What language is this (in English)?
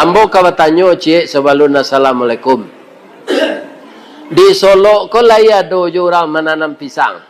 Minangkabau